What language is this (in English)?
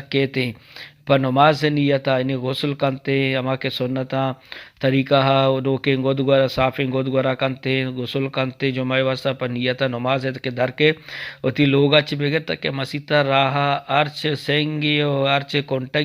Eastern Balochi